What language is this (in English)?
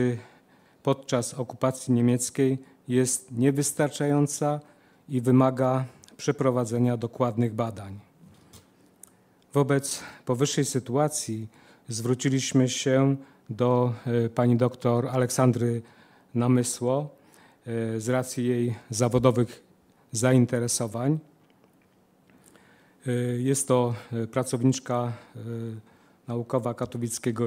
Polish